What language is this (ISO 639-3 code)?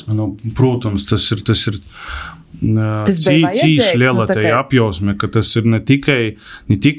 lav